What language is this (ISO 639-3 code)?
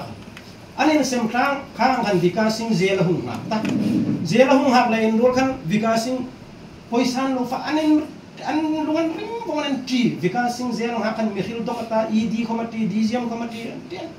hmr